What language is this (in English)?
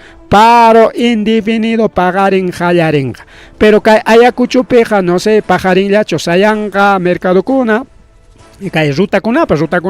Ayacucho Quechua